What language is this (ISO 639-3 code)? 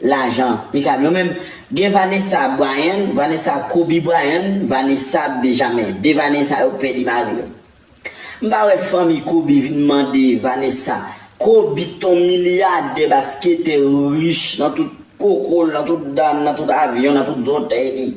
hat